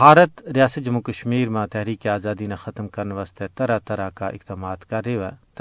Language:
Gujari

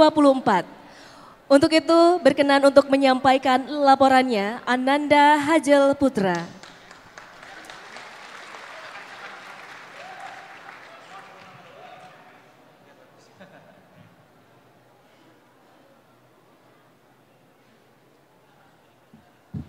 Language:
Indonesian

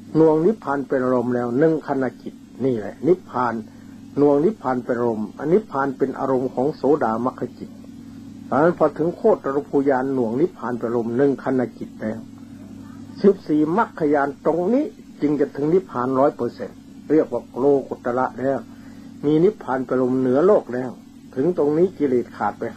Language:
Thai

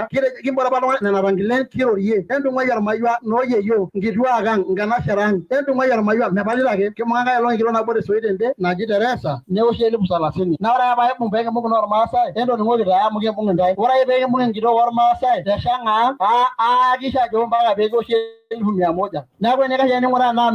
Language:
Masai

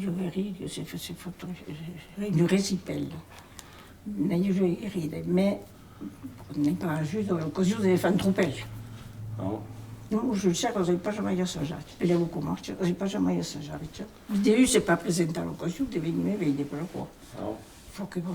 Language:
Occitan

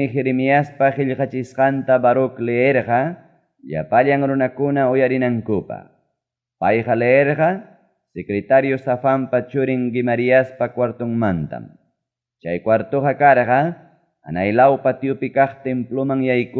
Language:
Ayacucho Quechua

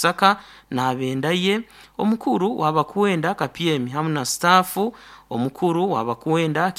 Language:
Nyankole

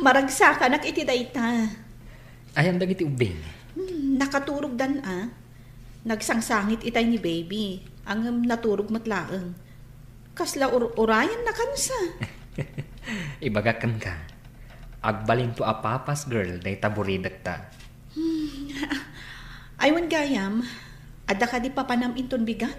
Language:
Iloko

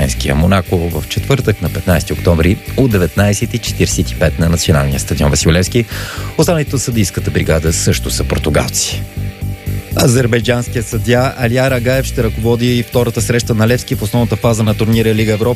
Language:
Bulgarian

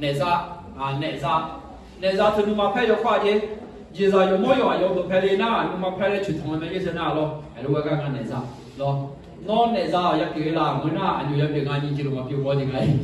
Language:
Akha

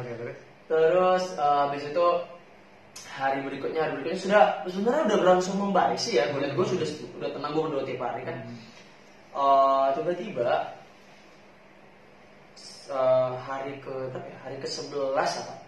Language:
Indonesian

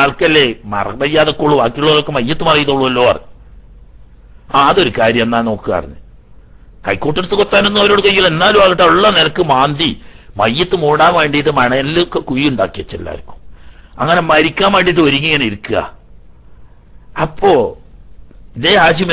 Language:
Malayalam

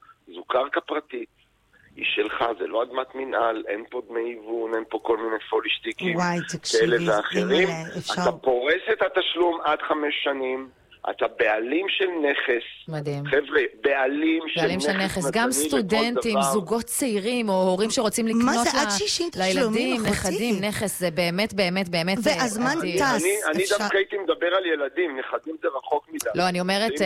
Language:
Hebrew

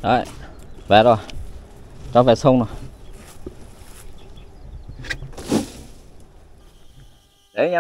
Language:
Vietnamese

